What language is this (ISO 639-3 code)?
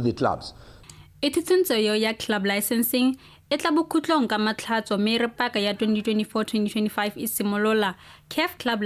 tsn